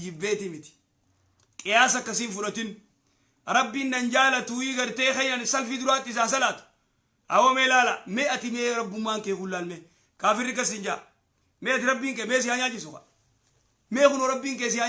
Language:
Oromo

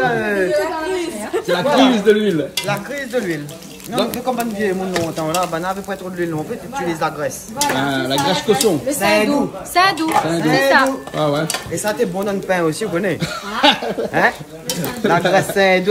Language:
Réunion Creole French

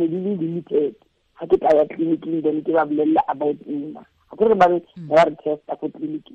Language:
Tswana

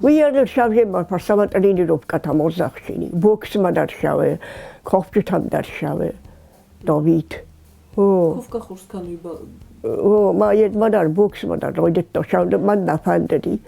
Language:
Ossetic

